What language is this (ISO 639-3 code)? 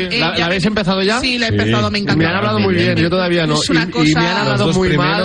spa